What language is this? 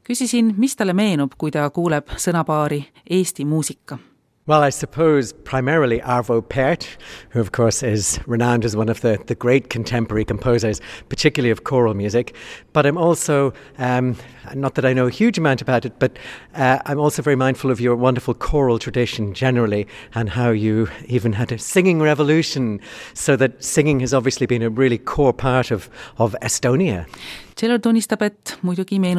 Estonian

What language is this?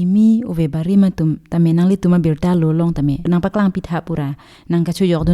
Karbi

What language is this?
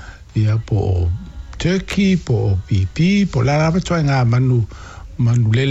Samoan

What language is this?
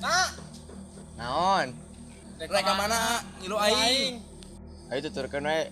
Sundanese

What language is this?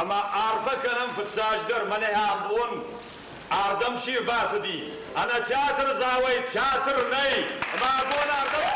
Ossetic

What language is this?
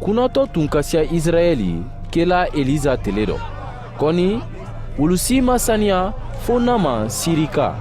Mandingo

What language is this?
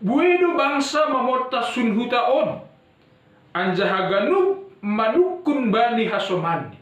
Batak Simalungun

